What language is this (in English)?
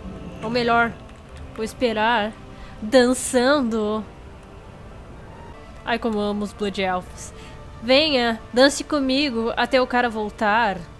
Portuguese